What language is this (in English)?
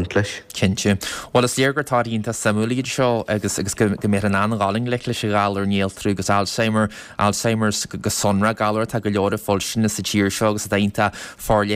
Irish